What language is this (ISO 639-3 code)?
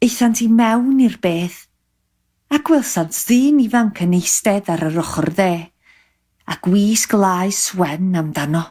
cym